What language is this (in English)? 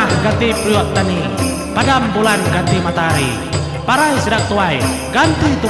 Iban